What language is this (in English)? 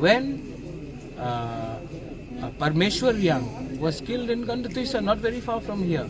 Kok Borok